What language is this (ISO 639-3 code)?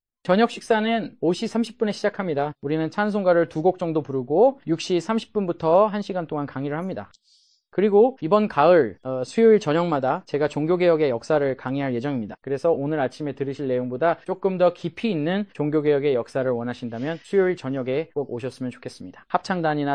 kor